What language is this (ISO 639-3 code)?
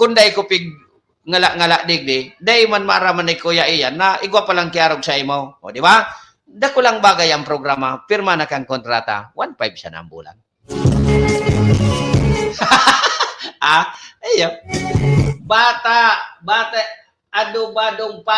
bik